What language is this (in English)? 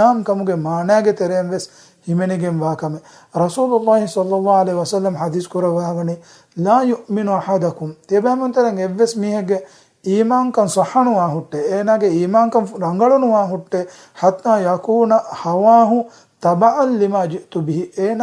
Divehi